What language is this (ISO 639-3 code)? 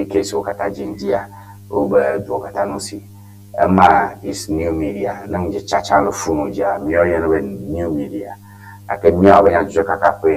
ewe